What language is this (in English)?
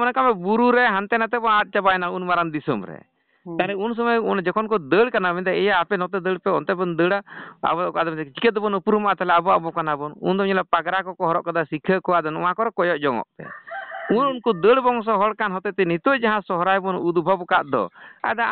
Santali